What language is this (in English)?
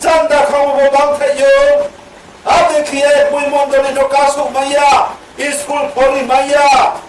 Riang (India)